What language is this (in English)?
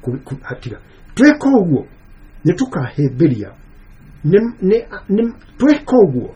Kikuyu